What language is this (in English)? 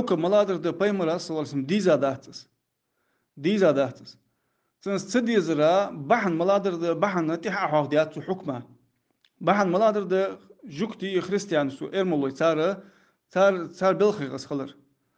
Ingush